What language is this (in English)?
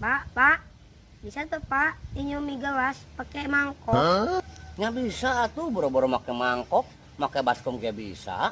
Sundanese